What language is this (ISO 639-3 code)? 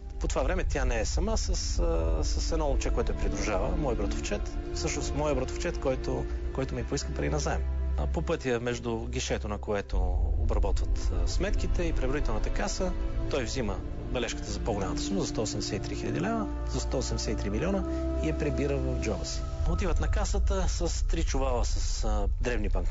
bul